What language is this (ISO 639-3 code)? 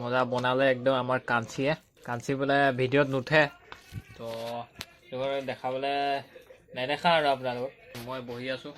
asm